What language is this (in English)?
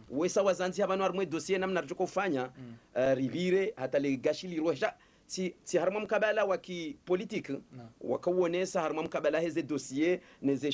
Swahili